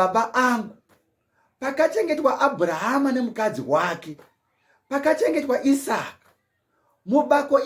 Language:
Shona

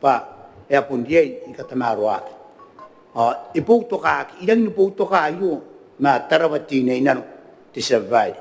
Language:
Gilbertese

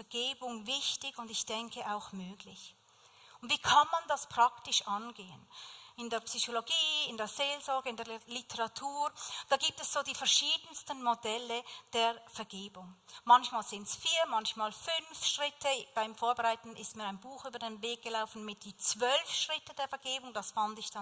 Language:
Swiss German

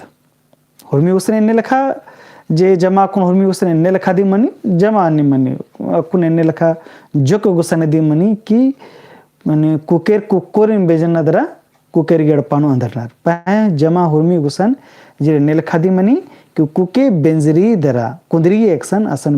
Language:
Kurukh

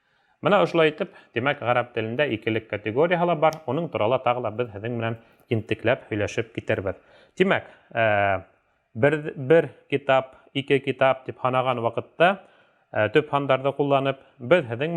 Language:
Bashkir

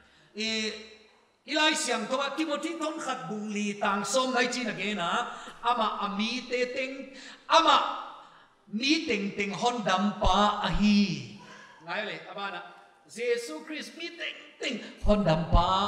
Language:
Paite Chin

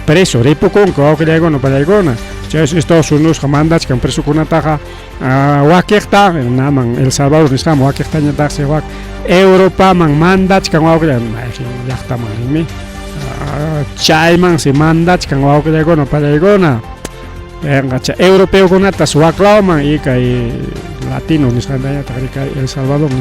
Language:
Ayacucho Quechua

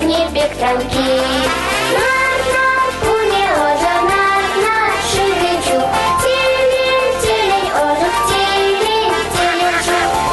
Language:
Chuvash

